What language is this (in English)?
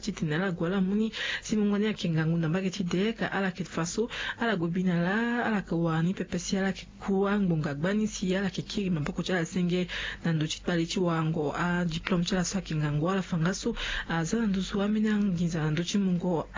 Sango